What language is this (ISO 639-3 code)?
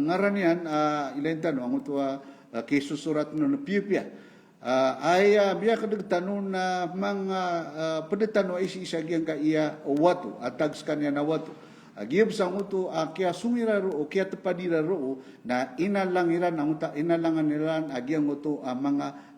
mrw